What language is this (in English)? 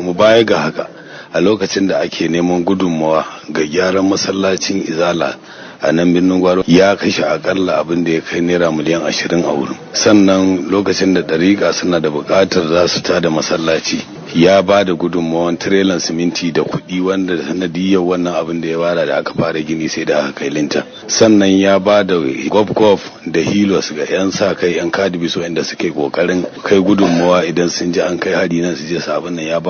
Hausa